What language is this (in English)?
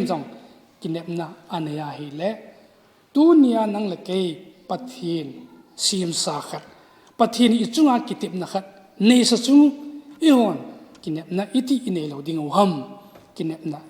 Thado Chin